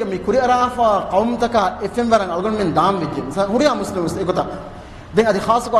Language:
Divehi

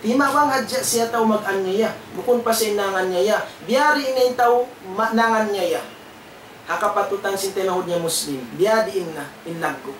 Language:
Tausug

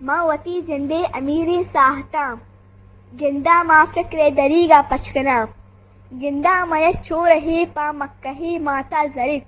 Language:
Eastern Balochi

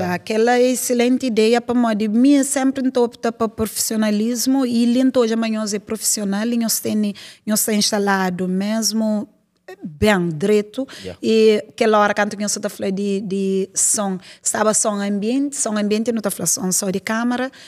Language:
Kabuverdianu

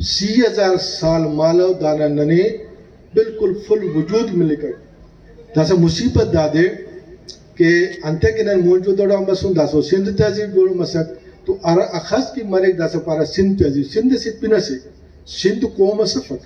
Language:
Brahui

